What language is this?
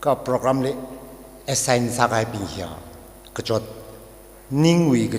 Tangkhul Naga (India)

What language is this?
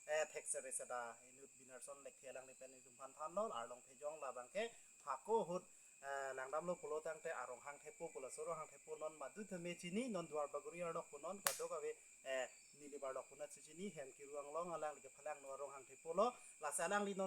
Karbi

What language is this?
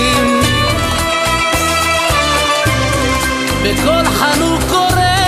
Hebrew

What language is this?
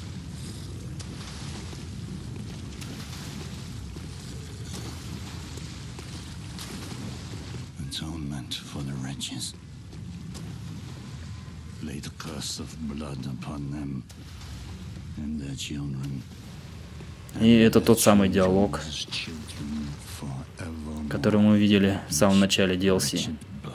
Russian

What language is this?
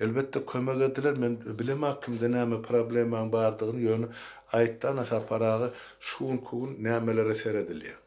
Turkmen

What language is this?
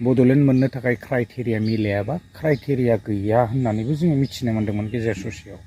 Bodo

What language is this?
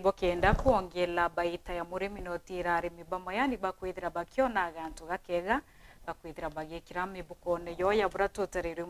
Meru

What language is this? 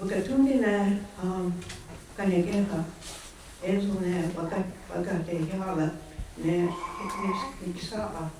Mohawk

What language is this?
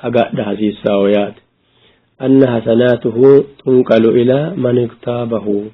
Sidamo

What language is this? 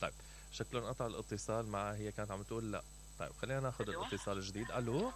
Mesopotamian Arabic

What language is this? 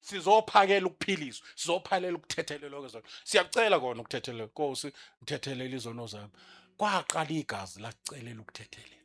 Zulu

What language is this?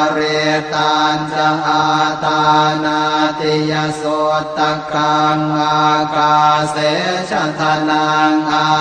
Pali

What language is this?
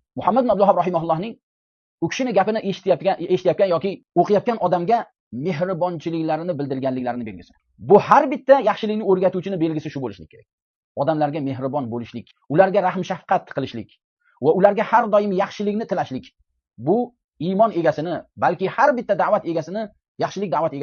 Uzbek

